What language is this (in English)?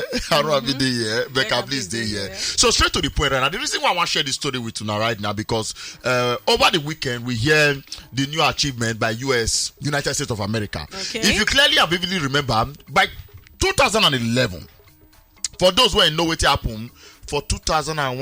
Nigerian Pidgin